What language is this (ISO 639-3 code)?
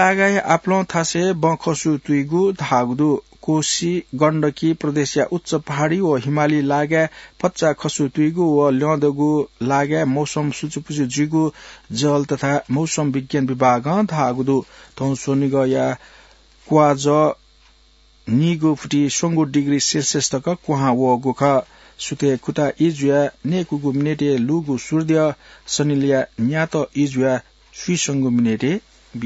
new